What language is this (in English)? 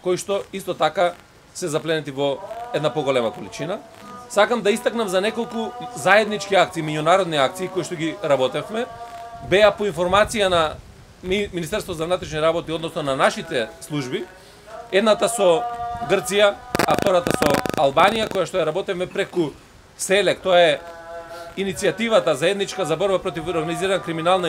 Macedonian